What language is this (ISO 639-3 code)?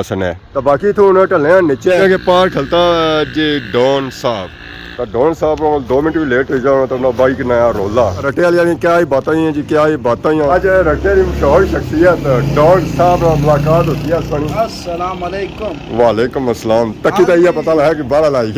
phr